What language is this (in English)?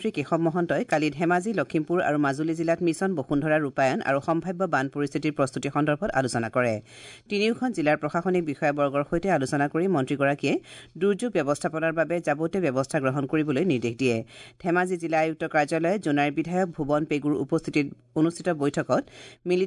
Assamese